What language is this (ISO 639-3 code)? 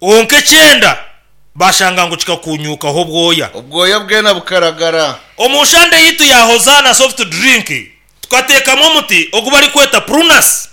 nyn